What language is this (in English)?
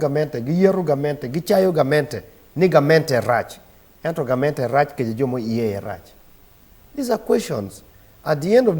Acoli